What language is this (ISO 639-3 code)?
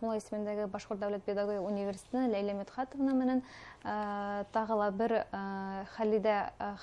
bak